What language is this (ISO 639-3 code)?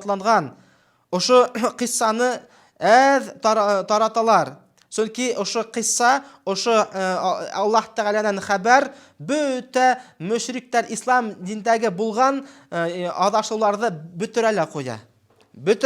bak